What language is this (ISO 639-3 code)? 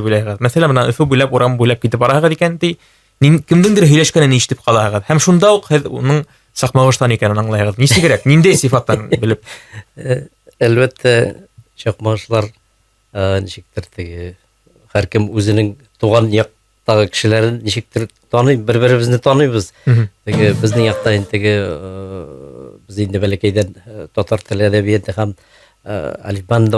bak